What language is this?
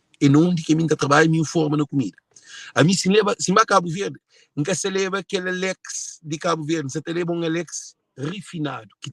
Kabuverdianu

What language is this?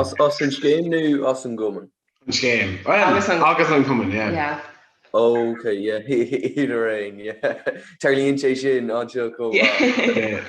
Irish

